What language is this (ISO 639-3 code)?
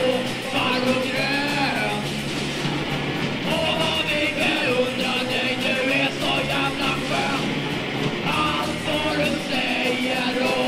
swe